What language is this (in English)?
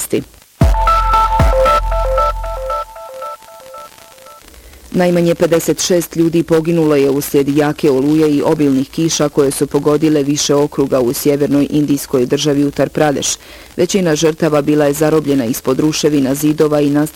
Bosnian